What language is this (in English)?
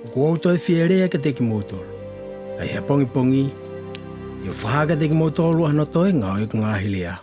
Tongan